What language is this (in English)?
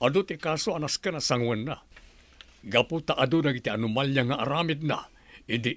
Iloko